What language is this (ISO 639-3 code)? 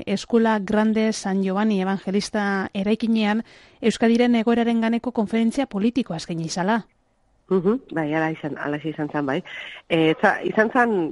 eus